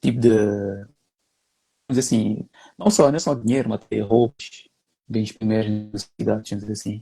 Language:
Kabuverdianu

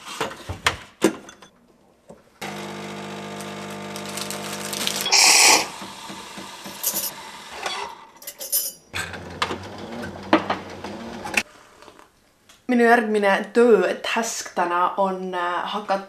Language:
Estonian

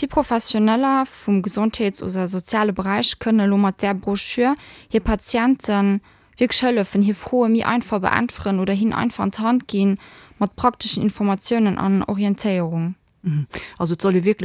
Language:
Luxembourgish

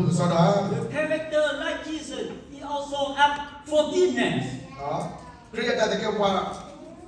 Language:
S'gaw Karen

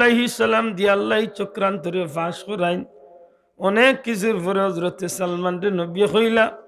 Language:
Sylheti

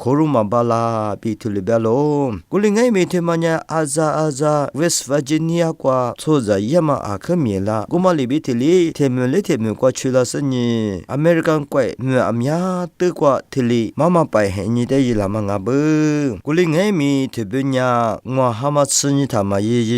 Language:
Lisu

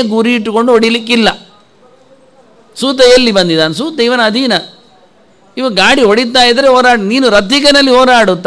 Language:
Kannada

